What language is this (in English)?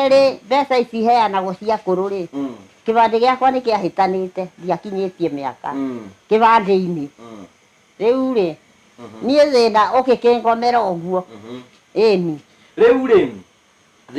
Kikuyu